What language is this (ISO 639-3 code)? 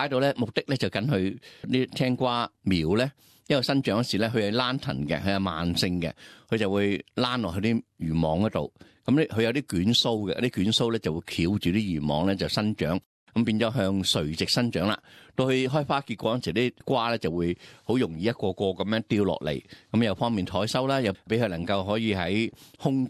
yue